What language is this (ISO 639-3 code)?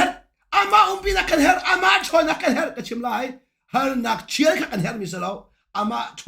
cnh